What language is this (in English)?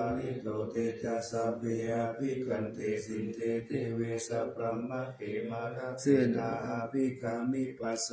Pali